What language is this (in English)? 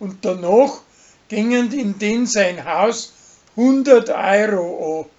Bavarian